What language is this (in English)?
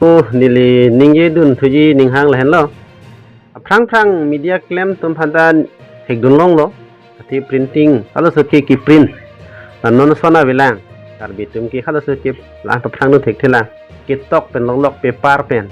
Karbi